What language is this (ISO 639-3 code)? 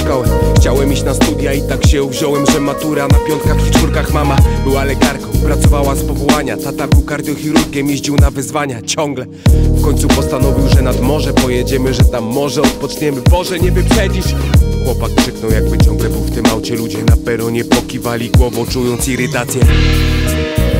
pol